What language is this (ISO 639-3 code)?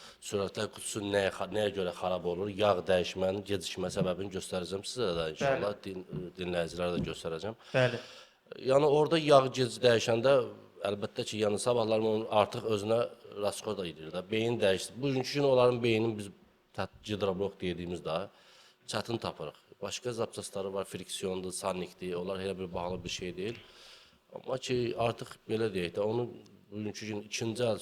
aze